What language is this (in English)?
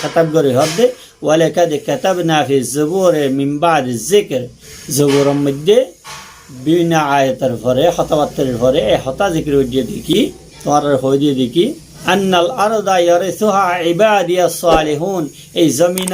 Rohingya